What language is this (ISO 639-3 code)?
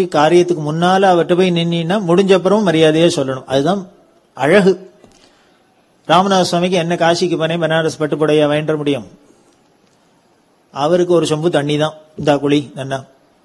tam